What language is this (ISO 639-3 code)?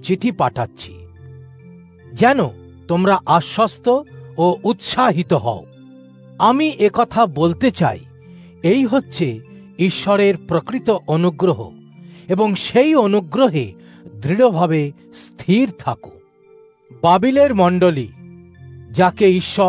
ben